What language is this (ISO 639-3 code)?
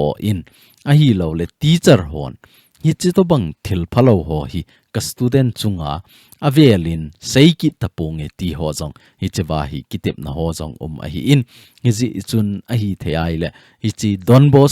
tcz